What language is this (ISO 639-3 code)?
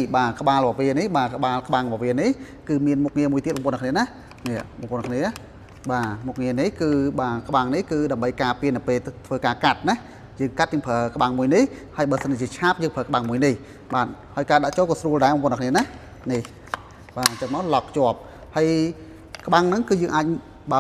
khm